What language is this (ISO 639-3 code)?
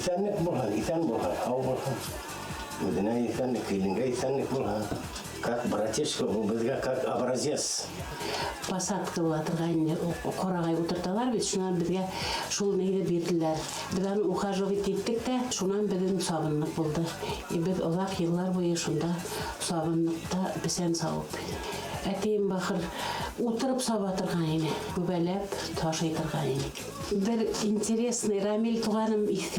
bak